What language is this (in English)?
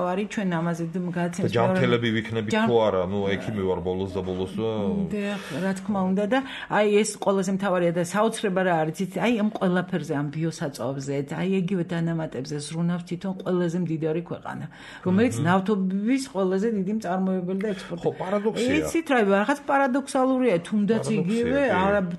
Georgian